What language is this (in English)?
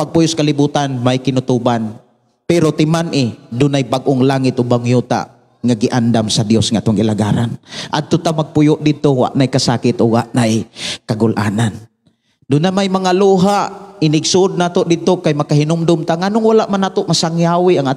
Cebuano